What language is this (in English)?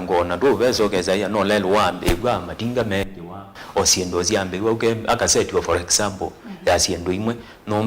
Kamba